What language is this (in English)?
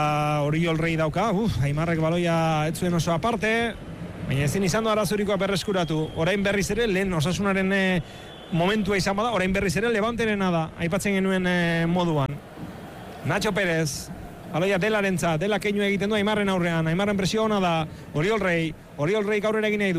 Basque